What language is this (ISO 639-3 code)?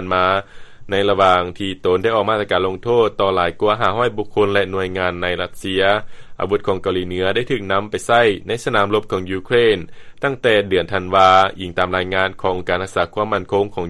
lao